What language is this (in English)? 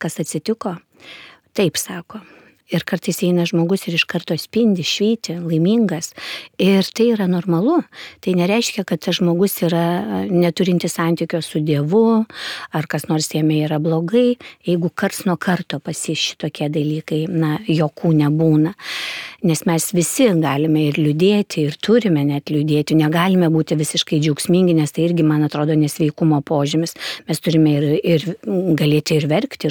Lithuanian